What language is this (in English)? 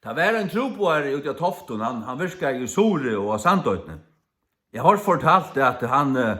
Faroese